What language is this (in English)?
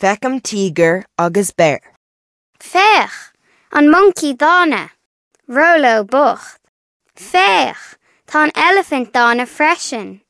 Irish